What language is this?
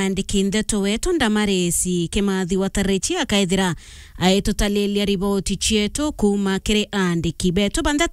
Meru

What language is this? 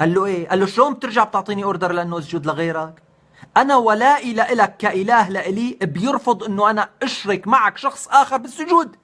North Levantine Arabic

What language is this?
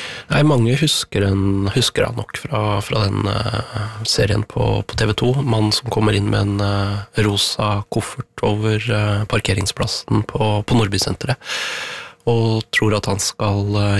Norwegian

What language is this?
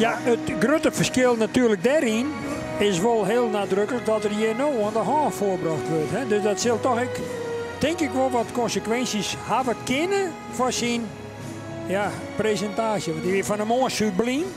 Western Frisian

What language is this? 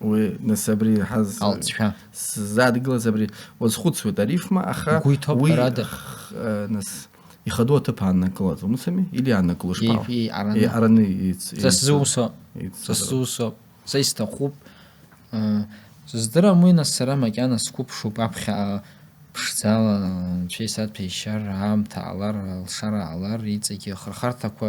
Abkhazian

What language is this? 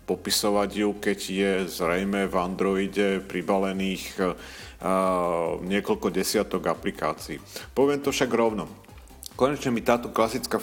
Slovak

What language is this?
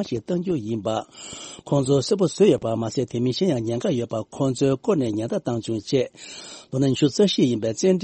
Tibetan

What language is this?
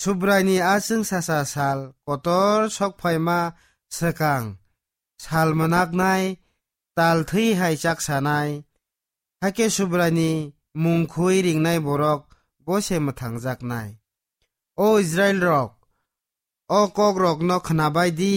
Kok Borok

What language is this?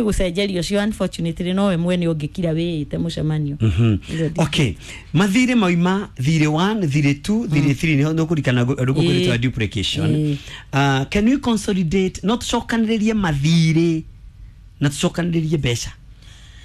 Kikuyu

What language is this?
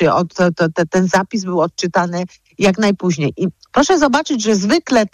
Polish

